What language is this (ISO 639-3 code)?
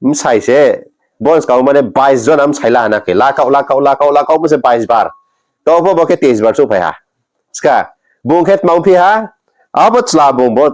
ria